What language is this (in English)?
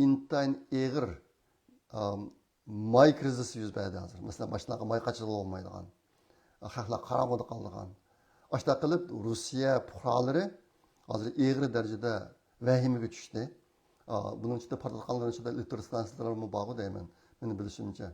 Uyghur